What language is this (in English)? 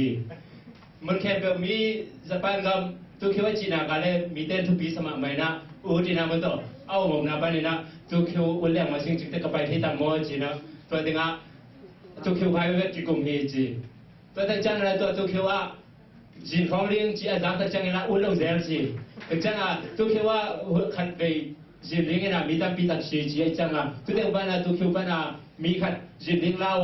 Tedim Chin